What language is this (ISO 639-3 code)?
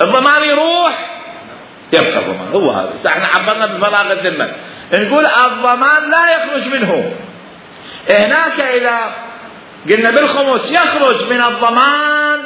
acm